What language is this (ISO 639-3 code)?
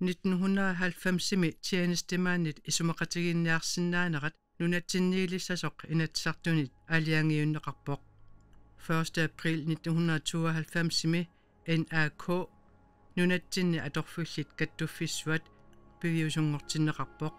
kal